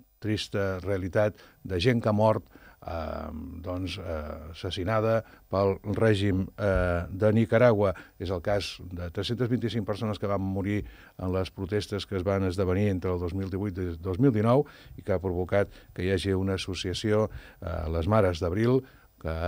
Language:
Catalan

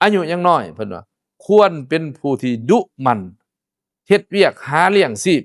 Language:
Lao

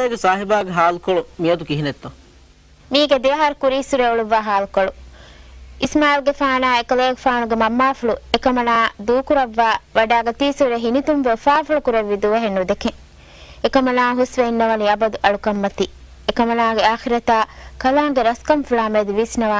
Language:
Divehi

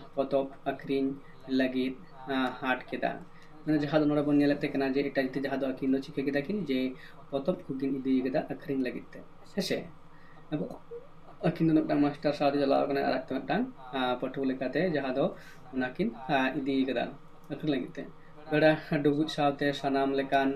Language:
Santali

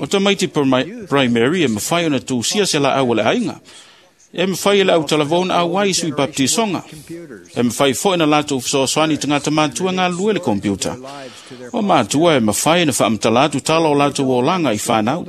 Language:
Samoan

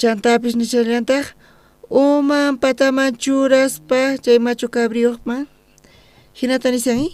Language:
South Bolivian Quechua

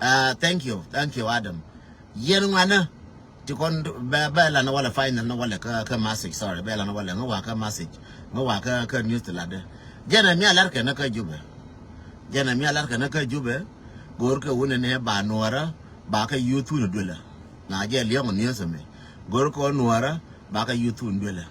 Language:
Nuer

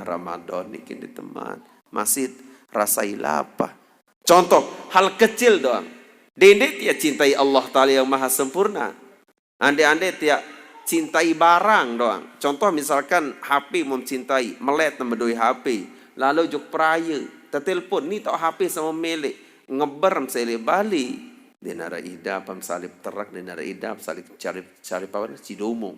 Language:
Sasak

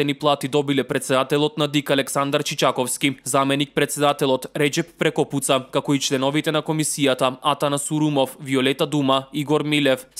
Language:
Macedonian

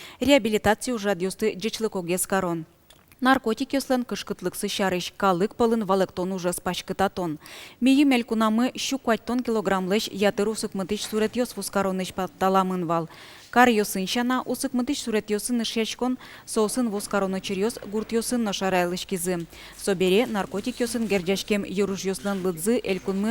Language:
Udmurt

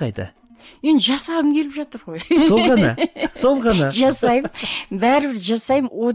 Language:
Kazakh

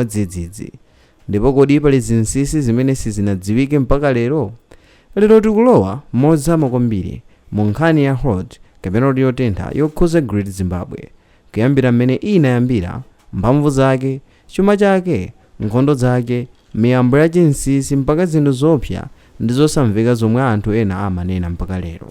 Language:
Nyanja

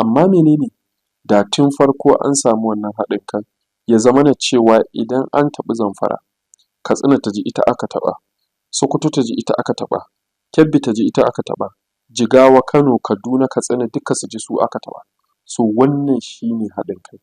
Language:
Hausa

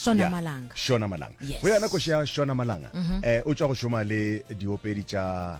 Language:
Northern Sotho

